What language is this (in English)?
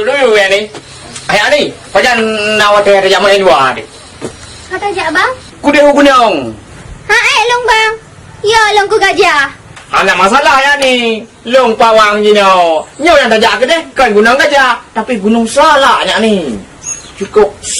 Achinese